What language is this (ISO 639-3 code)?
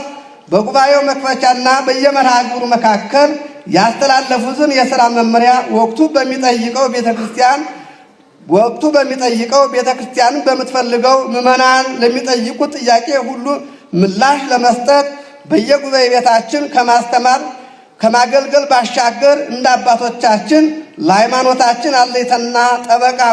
amh